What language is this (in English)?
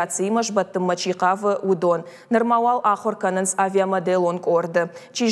Ossetic